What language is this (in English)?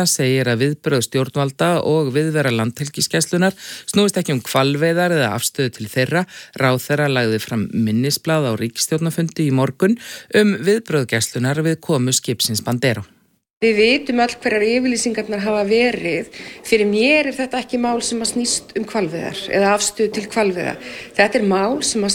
Icelandic